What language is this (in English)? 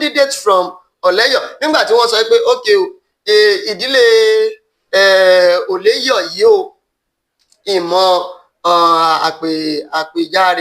Yoruba